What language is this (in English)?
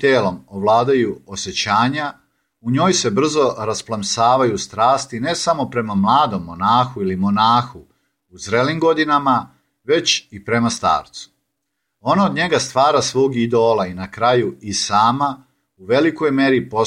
Serbian